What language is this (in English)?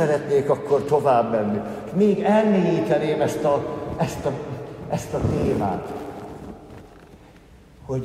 Hungarian